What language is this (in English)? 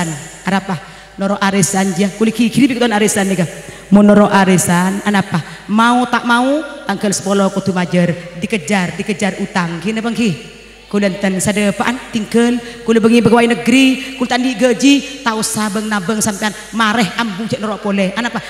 Madurese